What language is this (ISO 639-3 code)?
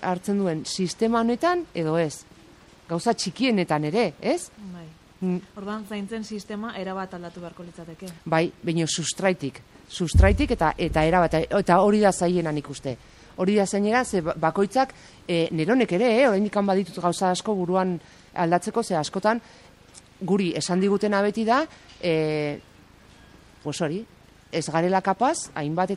eus